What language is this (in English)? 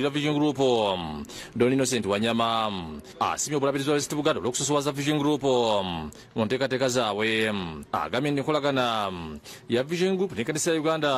Ganda